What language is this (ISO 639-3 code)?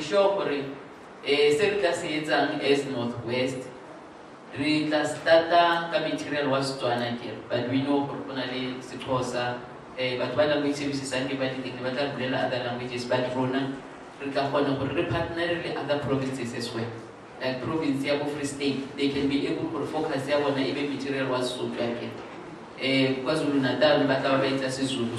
tsn